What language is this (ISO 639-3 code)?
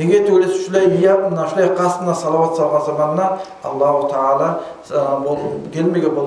kum